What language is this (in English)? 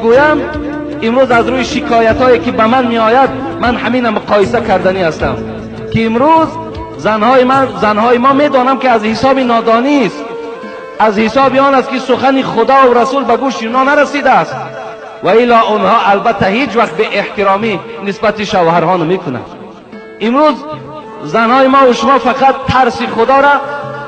Tajik